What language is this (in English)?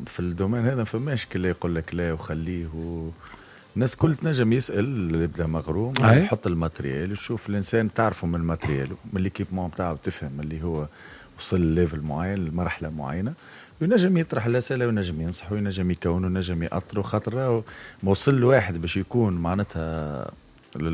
Tunisian Arabic